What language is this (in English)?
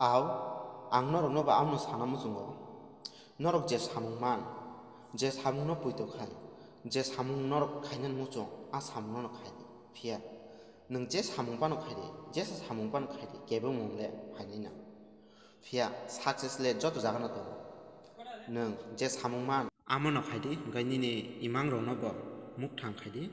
Kok Borok